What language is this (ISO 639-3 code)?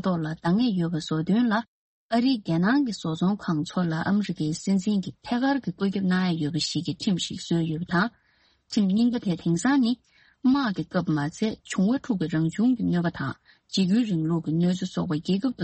bod